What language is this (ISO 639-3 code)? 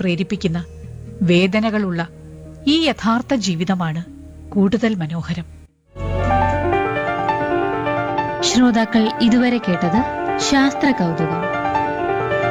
mal